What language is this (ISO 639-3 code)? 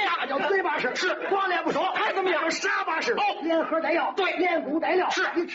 zho